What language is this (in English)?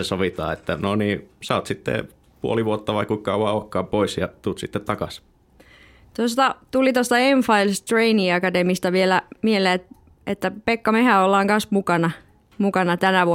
Finnish